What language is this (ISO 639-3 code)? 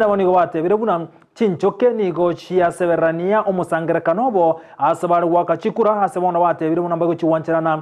guz